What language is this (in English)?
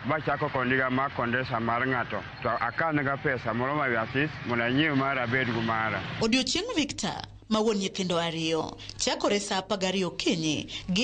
Luo (Kenya and Tanzania)